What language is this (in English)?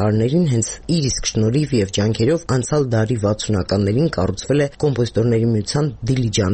Armenian